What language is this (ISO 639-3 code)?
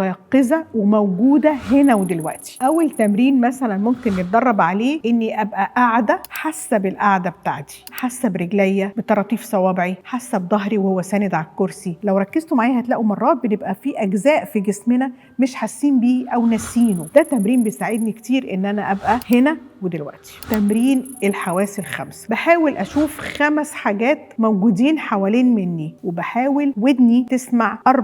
arz